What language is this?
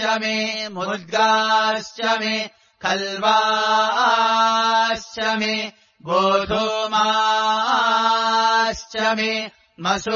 Sanskrit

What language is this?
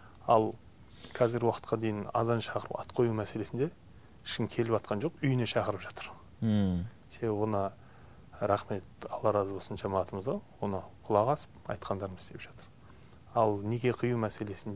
Kazakh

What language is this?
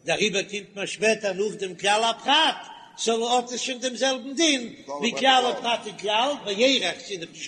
Yiddish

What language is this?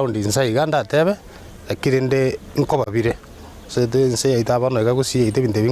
Gusii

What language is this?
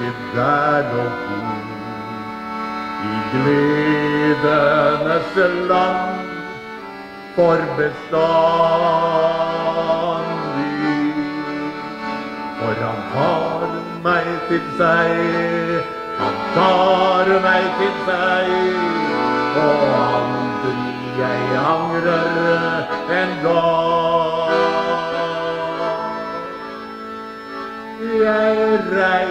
Norwegian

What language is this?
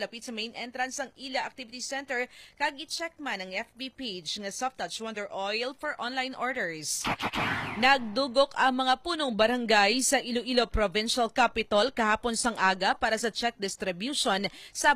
Hiligaynon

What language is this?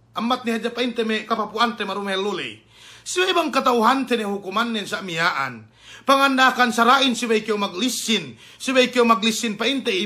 Yakan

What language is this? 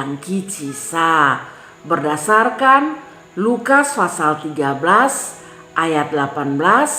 Kupang Malay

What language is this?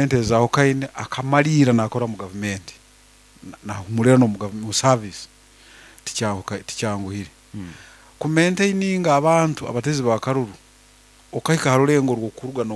Nyoro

